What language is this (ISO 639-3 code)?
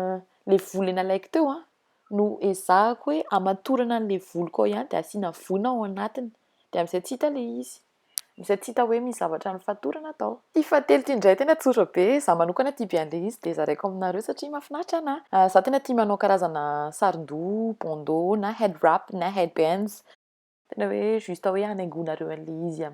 mlg